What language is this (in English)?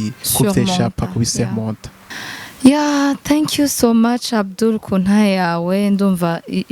Rundi